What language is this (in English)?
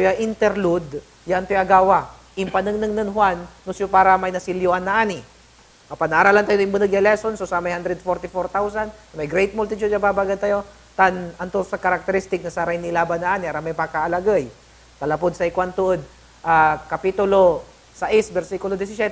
Pangasinan